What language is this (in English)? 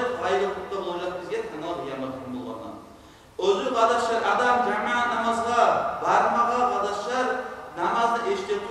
Kumyk